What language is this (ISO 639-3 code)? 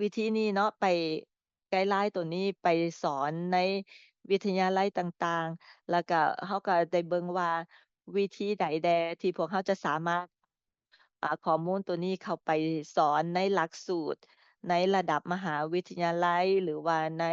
lao